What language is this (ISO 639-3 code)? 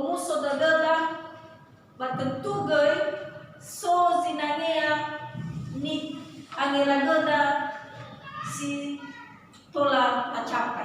nia